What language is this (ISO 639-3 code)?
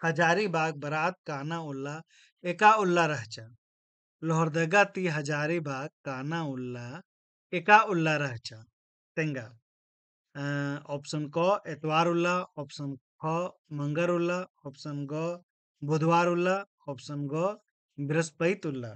kru